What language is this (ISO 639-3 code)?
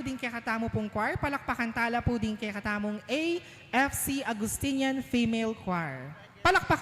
pam